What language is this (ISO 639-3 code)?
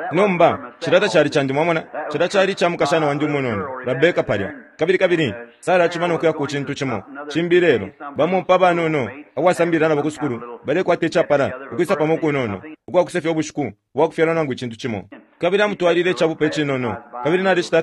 bem